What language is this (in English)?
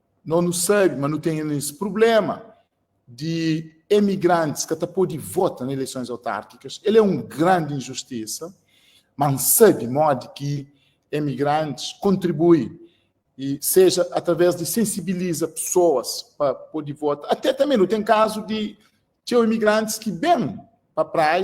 Kabuverdianu